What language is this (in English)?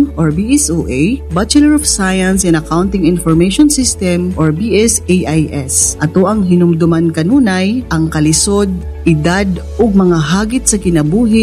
Cebuano